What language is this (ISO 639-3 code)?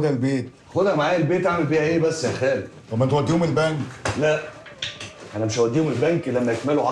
arz